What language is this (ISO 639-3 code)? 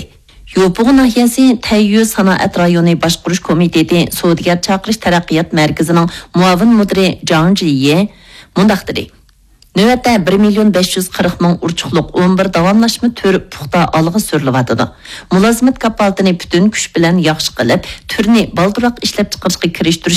uig